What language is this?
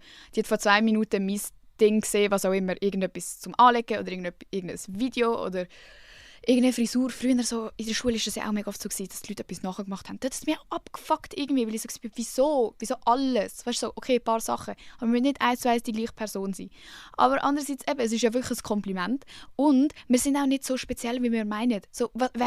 Swiss German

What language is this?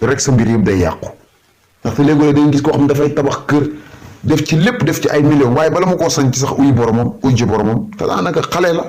Wolof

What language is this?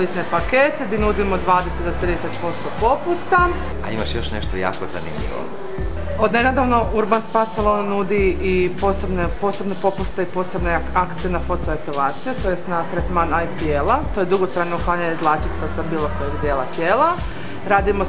Croatian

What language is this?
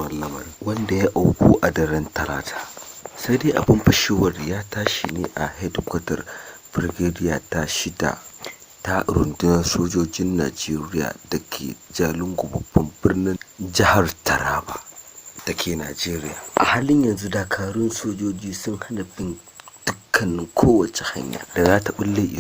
Hausa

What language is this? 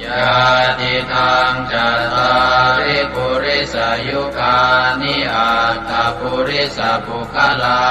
Pali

